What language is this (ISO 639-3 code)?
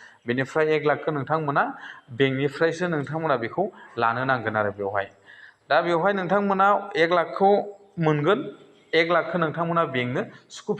brx